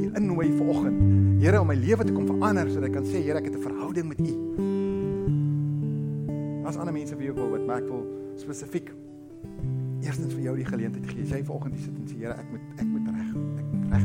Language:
Afrikaans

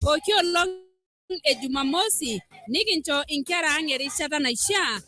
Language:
Masai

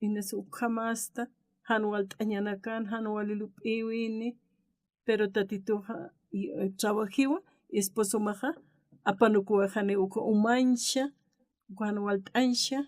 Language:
Aymara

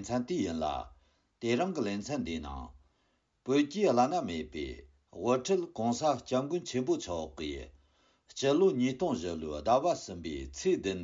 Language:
Tibetan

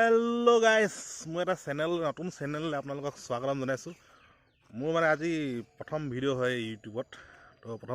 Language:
Assamese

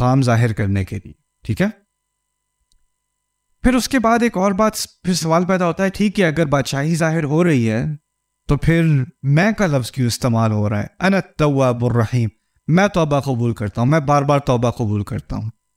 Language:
Urdu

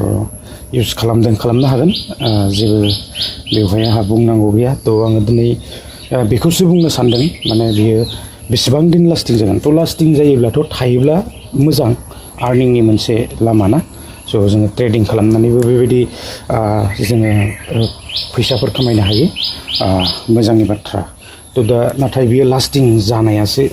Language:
Bodo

